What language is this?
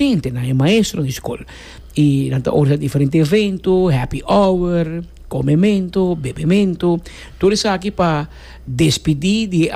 Papiamento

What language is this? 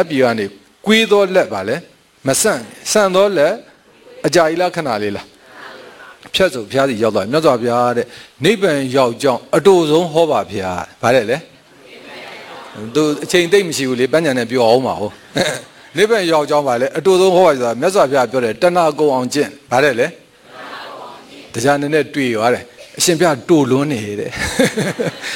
Burmese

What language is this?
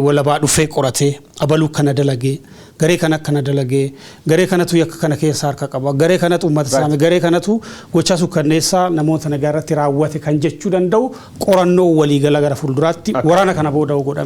Oromo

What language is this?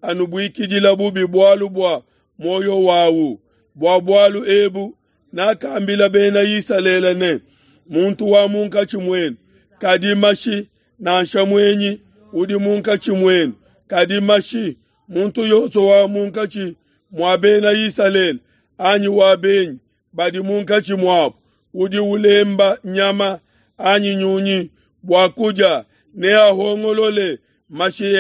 Luba-Lulua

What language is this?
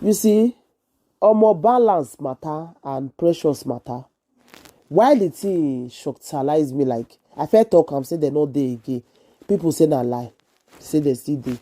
Nigerian Pidgin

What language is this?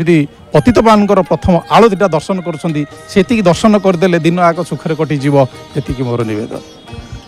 Odia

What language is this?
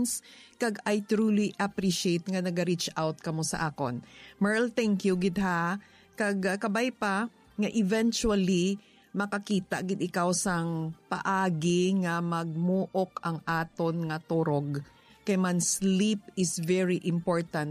Hiligaynon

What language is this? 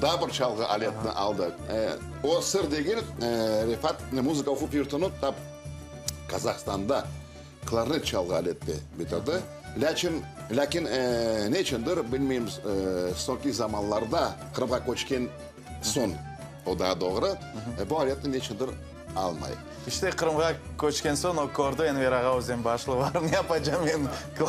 Crimean Tatar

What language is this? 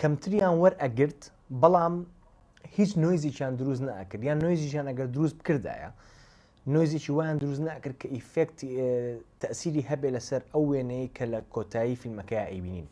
Central Kurdish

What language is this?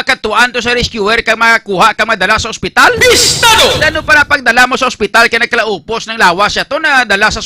Hiligaynon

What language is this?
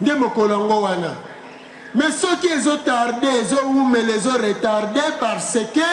Lingala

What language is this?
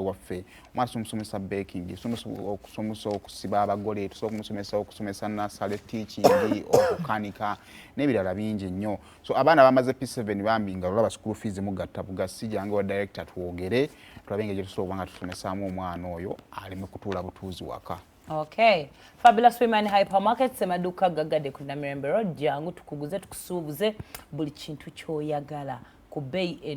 Ganda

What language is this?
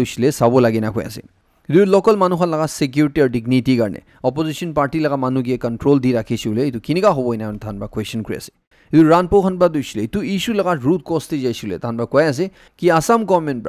Naga Pidgin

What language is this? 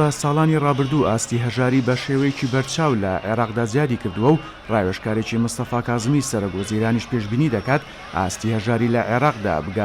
Central Kurdish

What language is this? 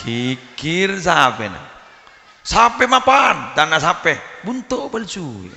Madurese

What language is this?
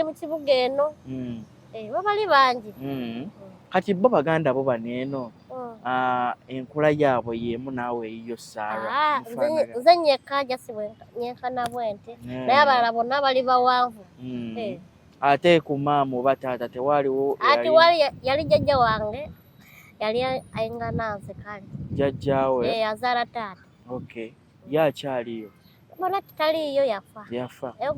Ganda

